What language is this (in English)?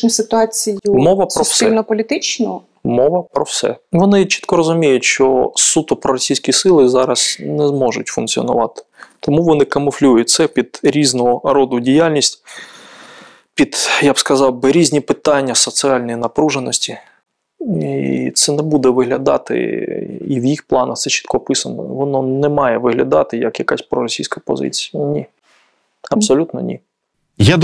Ukrainian